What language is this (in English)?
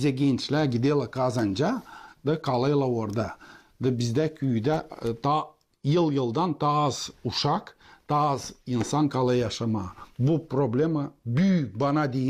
Gagauz